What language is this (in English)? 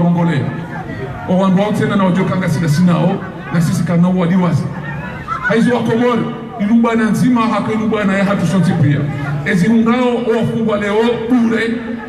Ngazidja Comorian